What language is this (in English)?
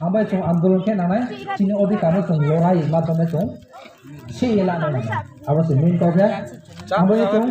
Riang (India)